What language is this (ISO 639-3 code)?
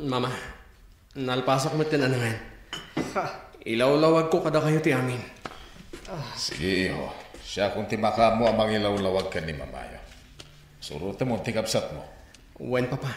ilo